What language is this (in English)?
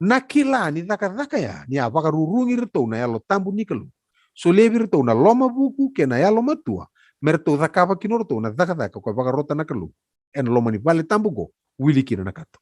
Fijian